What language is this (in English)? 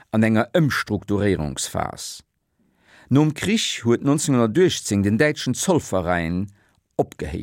Luxembourgish